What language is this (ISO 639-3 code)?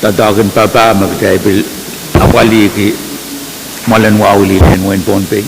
pon